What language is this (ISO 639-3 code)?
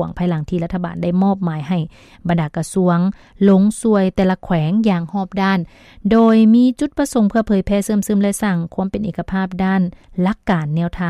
lao